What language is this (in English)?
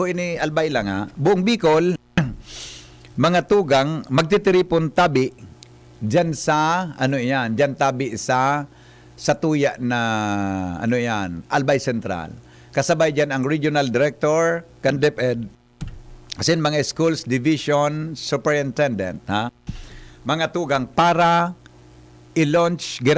Bikol